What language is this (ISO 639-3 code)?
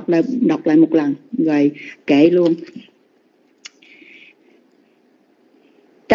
vie